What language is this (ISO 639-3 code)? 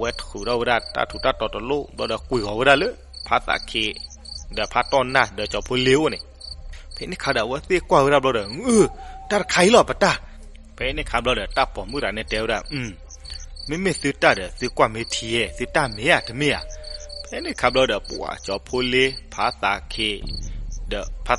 ksw